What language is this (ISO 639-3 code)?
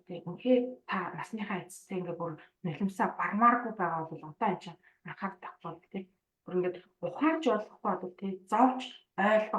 mon